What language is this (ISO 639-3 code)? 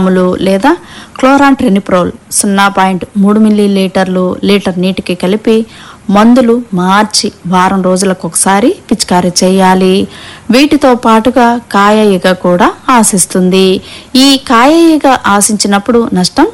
tel